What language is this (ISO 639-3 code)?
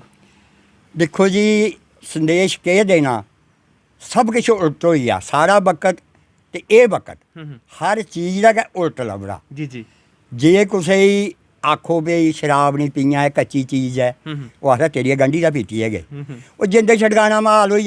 doi